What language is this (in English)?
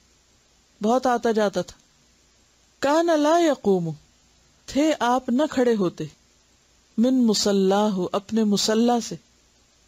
Urdu